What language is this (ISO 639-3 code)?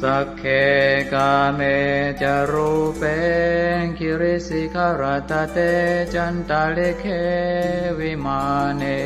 pli